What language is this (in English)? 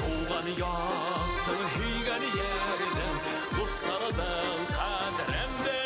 Bashkir